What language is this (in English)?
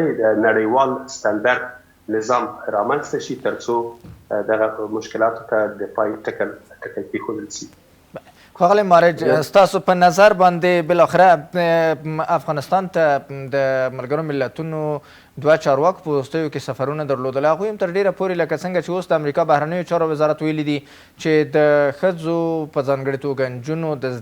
Pashto